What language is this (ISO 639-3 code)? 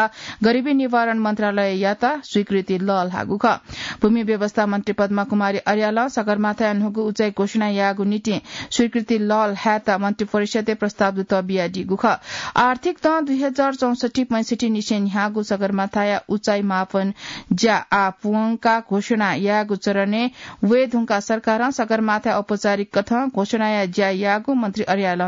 new